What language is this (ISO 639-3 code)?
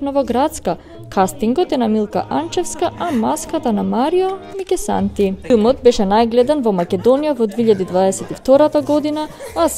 mkd